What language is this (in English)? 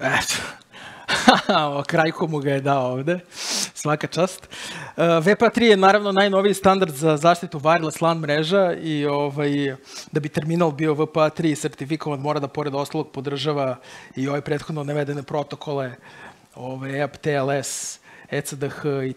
Serbian